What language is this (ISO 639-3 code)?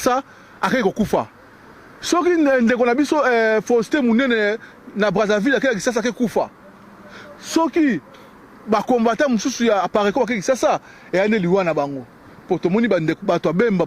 lin